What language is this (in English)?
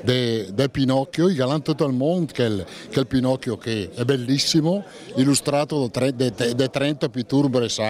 Lombard